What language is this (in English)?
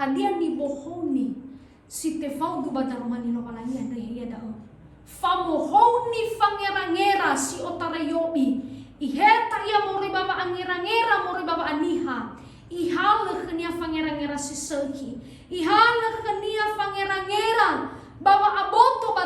Nias